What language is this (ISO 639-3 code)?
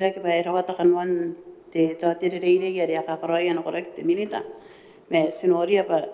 gil